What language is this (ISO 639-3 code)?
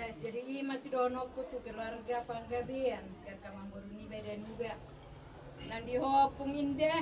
bbc